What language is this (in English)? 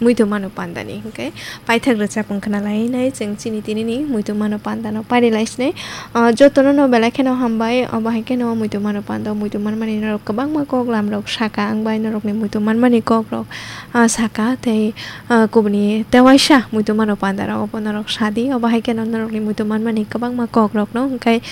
Kok Borok